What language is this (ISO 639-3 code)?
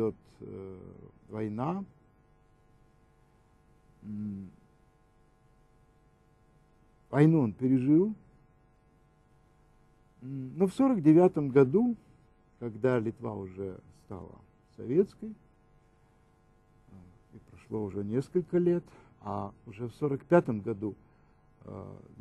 rus